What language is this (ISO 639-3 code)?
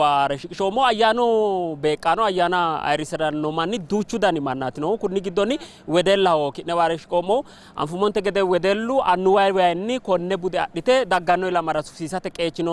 sid